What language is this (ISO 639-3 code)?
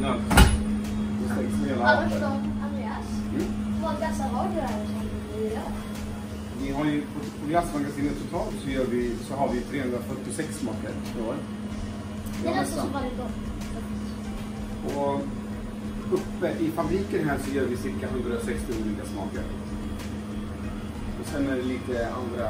swe